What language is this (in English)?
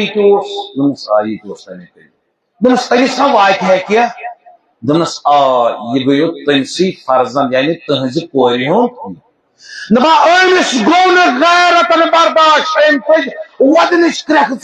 Kashmiri